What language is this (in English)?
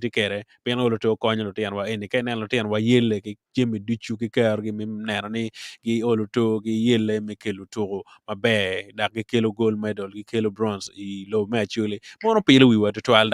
Acoli